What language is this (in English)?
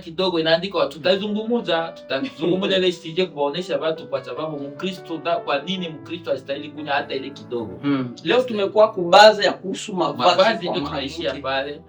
Swahili